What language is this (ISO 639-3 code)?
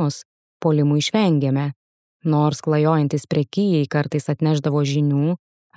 lit